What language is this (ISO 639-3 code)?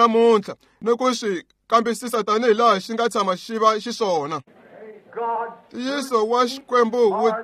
tso